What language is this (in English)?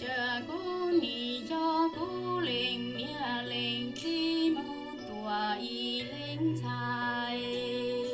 Hmong